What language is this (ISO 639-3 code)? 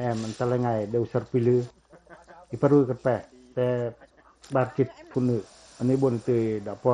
pac